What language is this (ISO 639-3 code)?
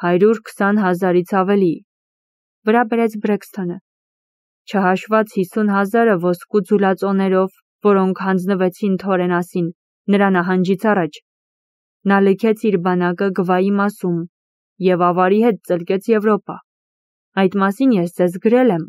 hye